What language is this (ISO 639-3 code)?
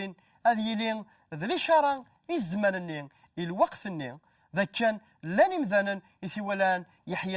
kab